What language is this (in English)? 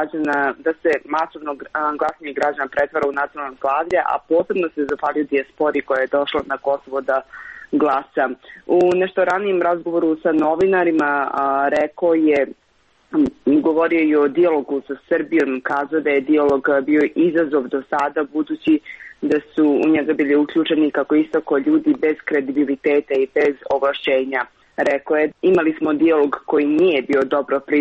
Serbian